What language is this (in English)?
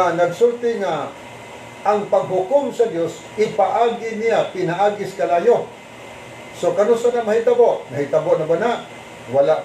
Cebuano